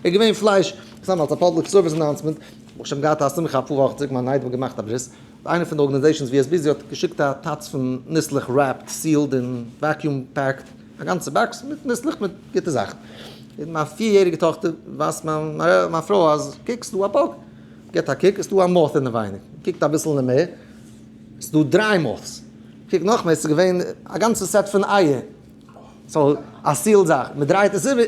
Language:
Yiddish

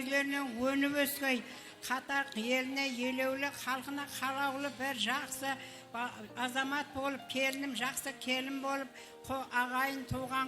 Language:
Kara-Kalpak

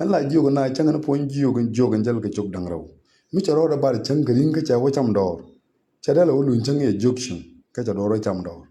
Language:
Nuer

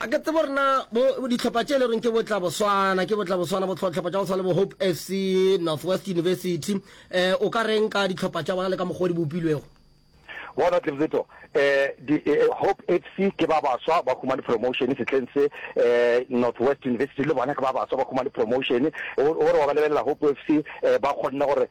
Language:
Northern Sotho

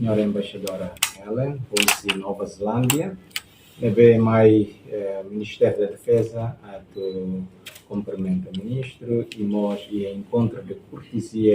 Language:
Tetum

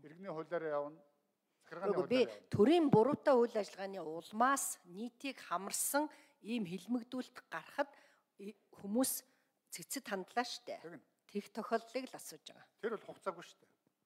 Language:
Mongolian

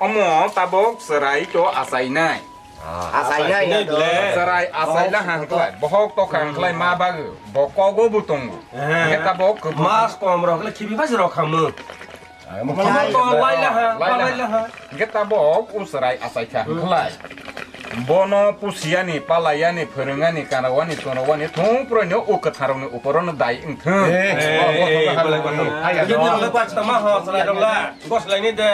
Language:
Kok Borok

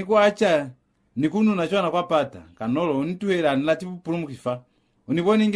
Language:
Lozi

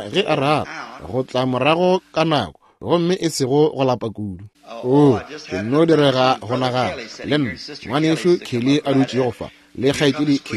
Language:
Northern Sotho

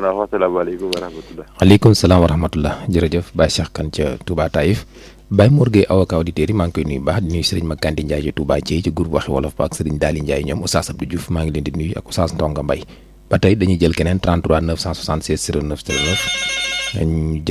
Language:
Wolof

